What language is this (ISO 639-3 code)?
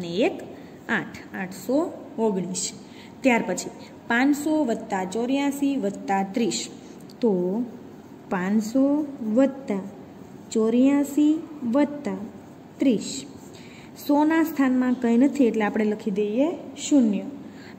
guj